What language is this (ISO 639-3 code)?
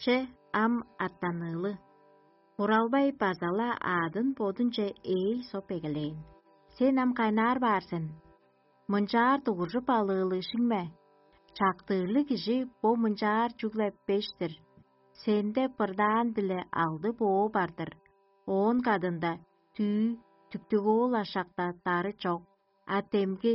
tyv